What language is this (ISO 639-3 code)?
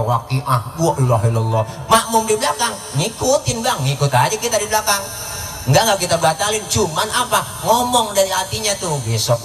bew